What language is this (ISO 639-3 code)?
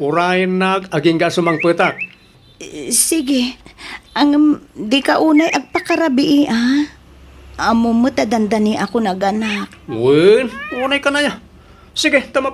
ilo